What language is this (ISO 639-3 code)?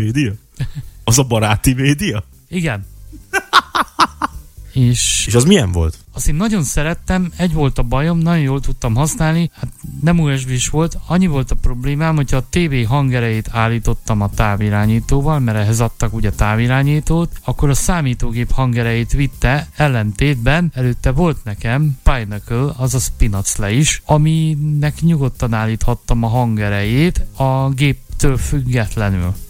hun